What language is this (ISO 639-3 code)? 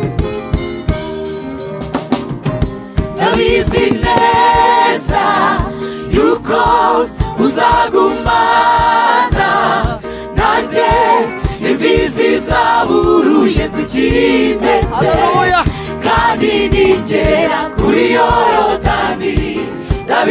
kin